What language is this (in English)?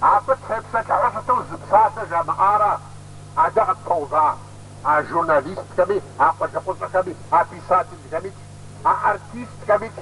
Kabardian